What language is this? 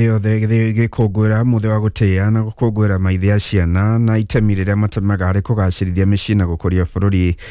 Kikuyu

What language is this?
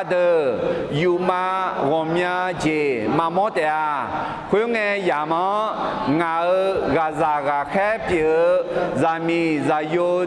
Akha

